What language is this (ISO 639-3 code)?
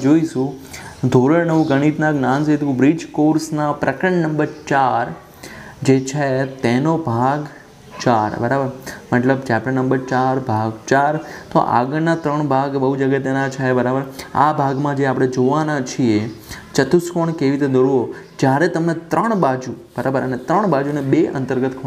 guj